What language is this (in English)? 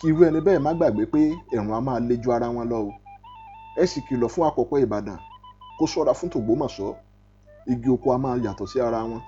Yoruba